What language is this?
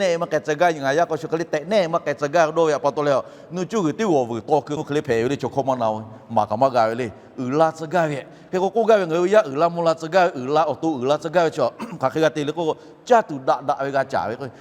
Lahu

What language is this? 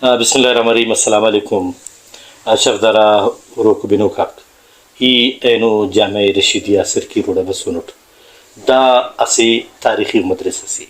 Brahui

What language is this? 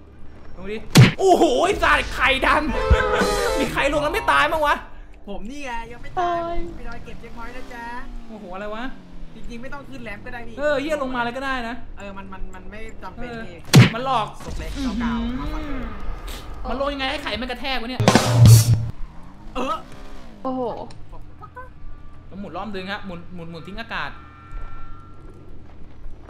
Thai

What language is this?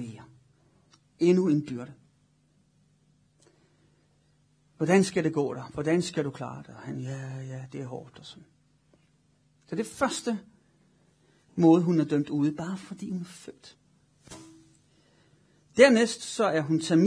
Danish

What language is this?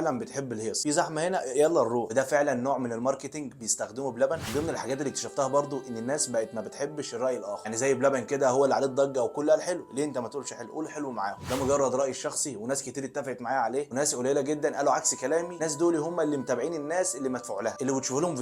Egyptian Arabic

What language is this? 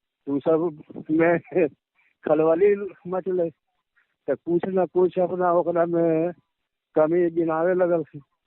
Magahi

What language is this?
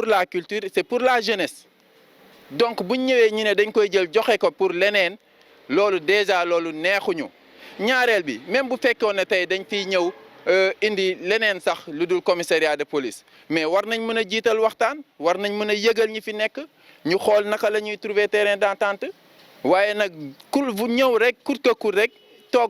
Wolof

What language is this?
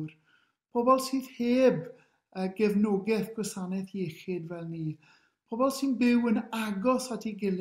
Welsh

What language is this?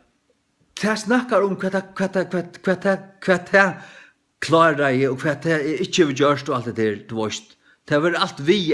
Faroese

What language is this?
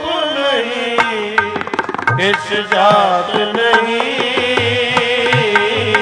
Punjabi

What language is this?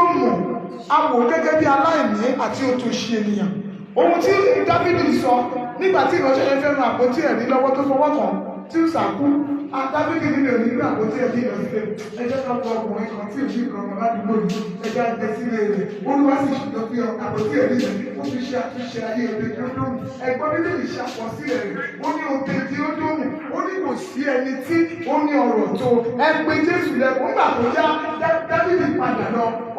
Yoruba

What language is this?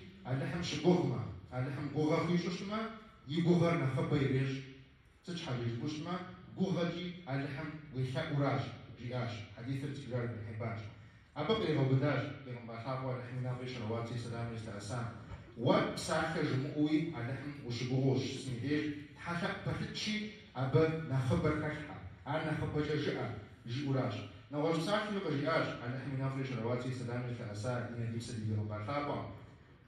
Kabardian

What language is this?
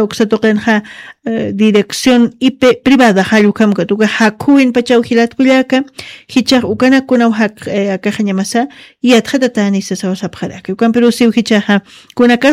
Aymara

